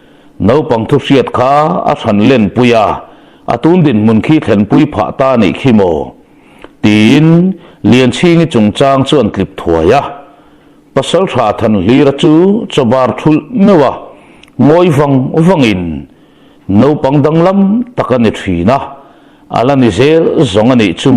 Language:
Mizo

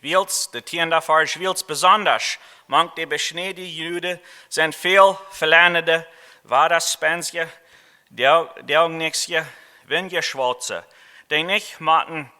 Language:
Plautdietsch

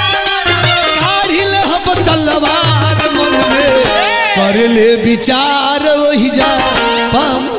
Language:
Bhojpuri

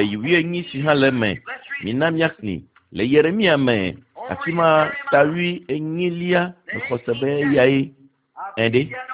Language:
Ewe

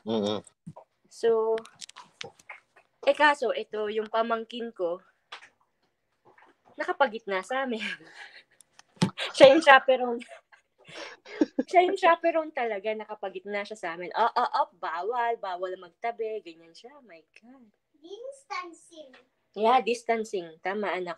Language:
Filipino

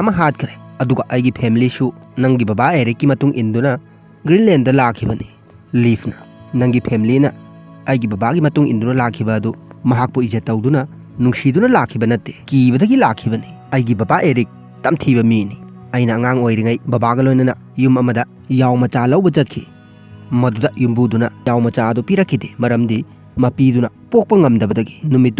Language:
Manipuri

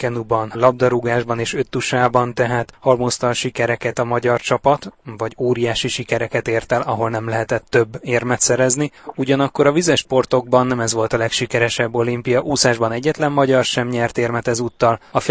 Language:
Hungarian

